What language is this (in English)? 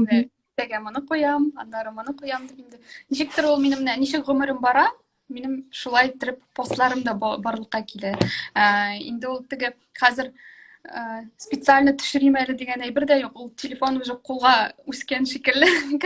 Tatar